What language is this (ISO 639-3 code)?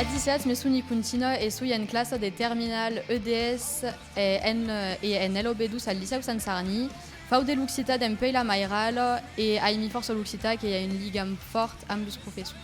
oci